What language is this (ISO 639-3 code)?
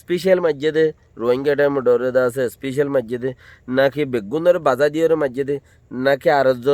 rhg